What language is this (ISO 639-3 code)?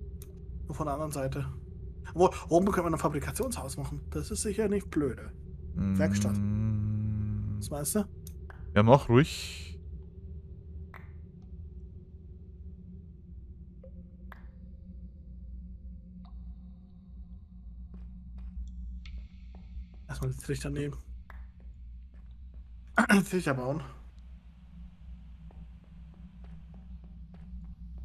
deu